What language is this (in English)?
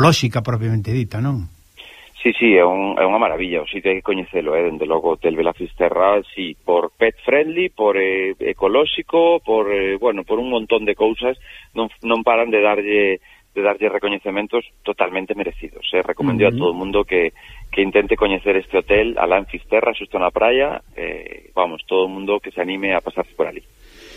Galician